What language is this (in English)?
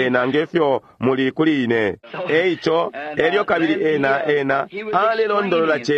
Bemba